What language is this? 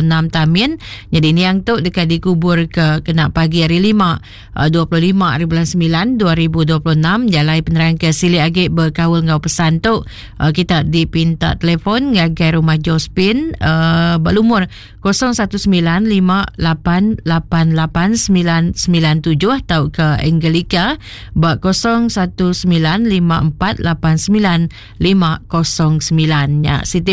Iban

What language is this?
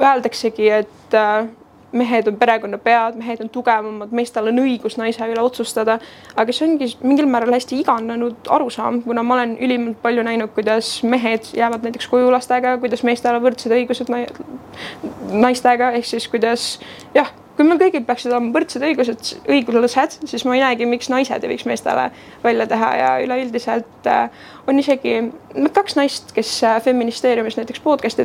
Estonian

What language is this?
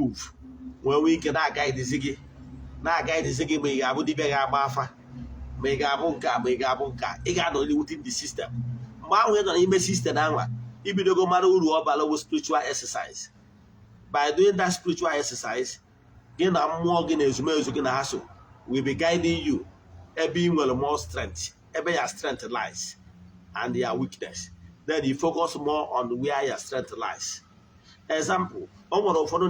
Igbo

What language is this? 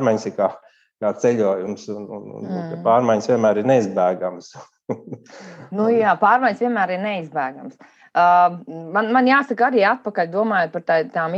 Latvian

